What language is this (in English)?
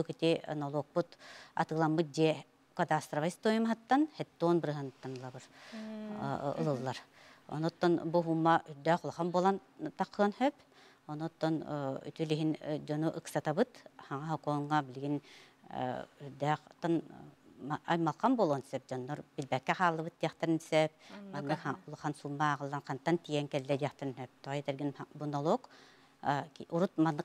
Yakut